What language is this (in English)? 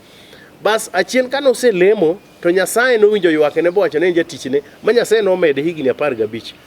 Luo (Kenya and Tanzania)